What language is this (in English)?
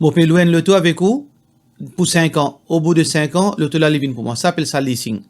Morisyen